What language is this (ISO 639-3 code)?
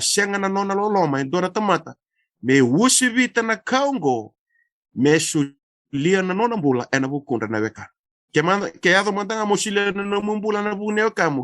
fij